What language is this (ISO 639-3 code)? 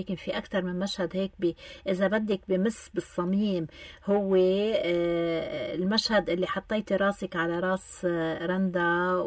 apc